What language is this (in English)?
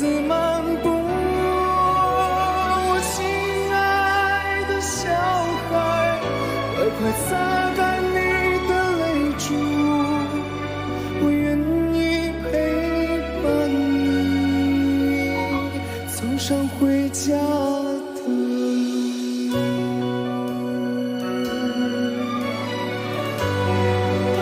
Chinese